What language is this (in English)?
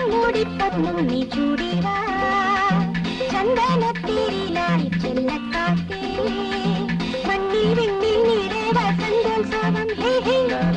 Malayalam